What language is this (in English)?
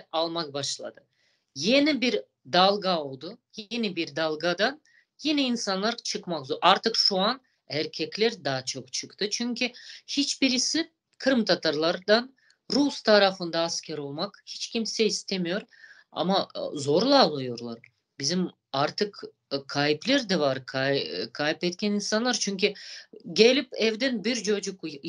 Crimean Tatar